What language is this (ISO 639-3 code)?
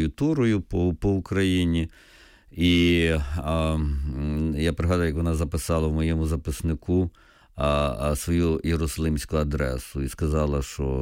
ukr